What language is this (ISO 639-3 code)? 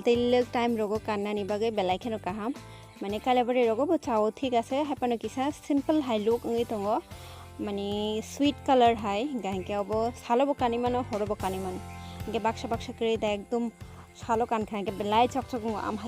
trp